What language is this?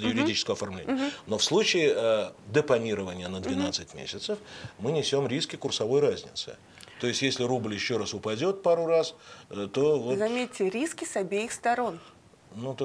Russian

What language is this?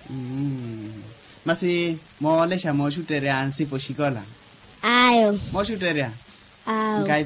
Makhuwa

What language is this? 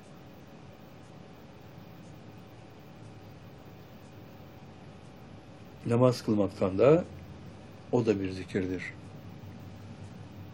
Turkish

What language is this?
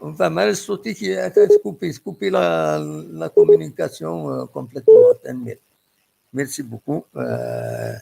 Kabyle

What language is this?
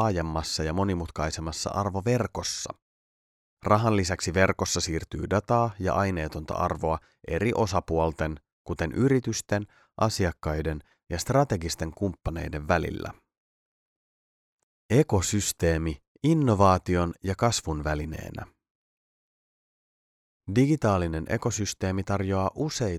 Finnish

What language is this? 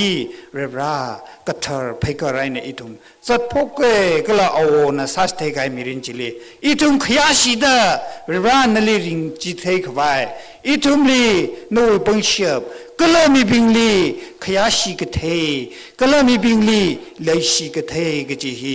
Tangkhul Naga (India)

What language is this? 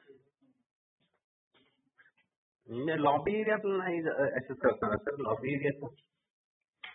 Marathi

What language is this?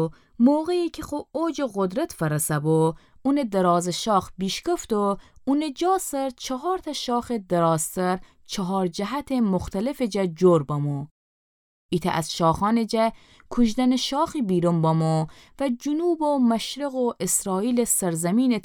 Gilaki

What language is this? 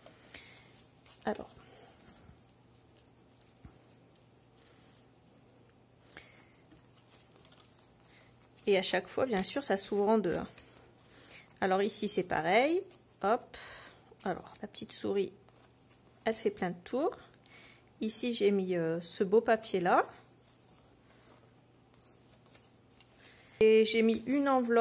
French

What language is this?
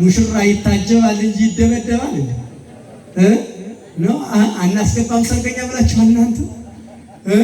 Amharic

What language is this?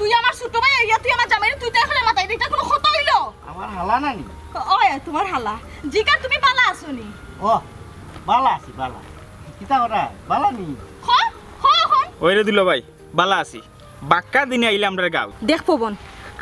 Sylheti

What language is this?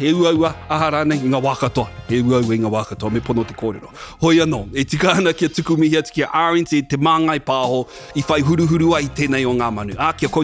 Māori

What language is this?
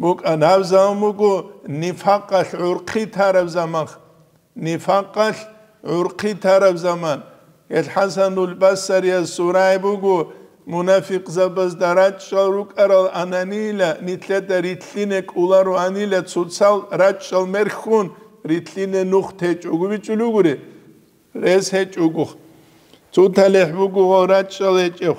Avaric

